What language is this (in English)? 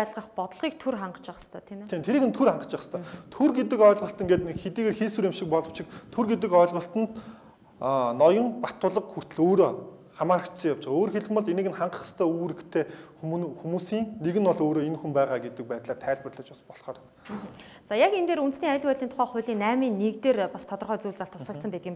Mongolian